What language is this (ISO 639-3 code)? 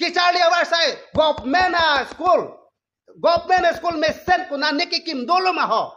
mjw